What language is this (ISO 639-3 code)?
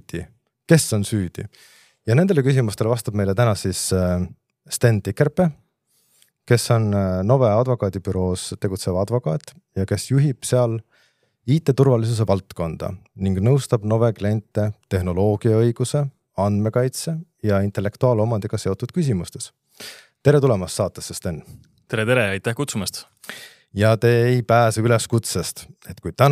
est